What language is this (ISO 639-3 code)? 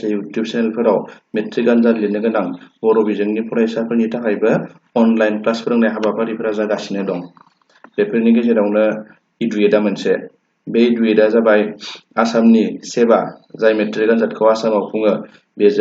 brx